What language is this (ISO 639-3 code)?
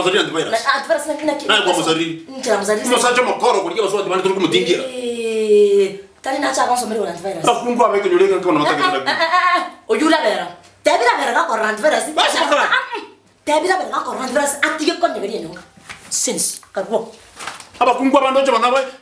guz